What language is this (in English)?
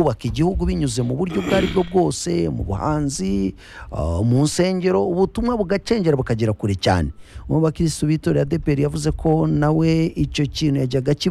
Kinyarwanda